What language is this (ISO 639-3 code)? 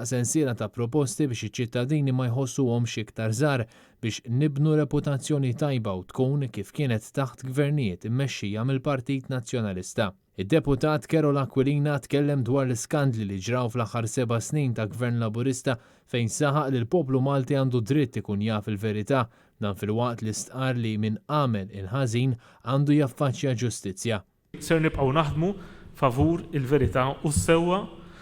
mlt